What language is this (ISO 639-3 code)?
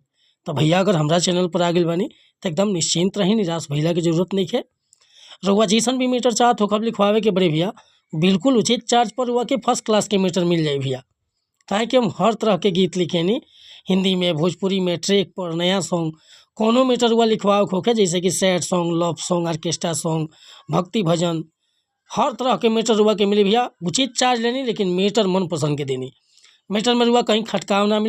bho